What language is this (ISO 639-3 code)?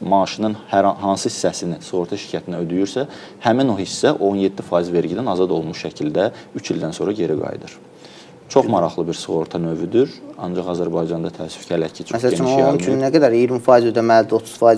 aze